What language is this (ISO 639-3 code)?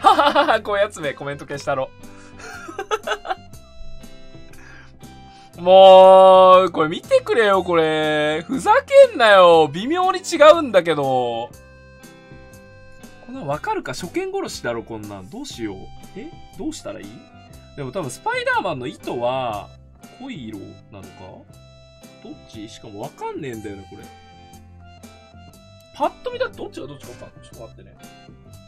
jpn